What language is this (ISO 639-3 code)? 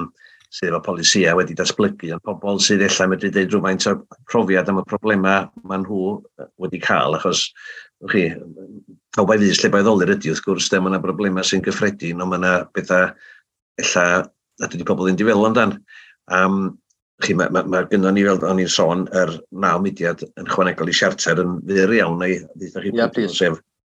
cym